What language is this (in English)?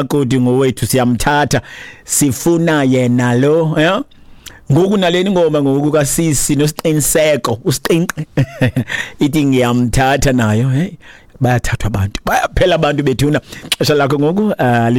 Xhosa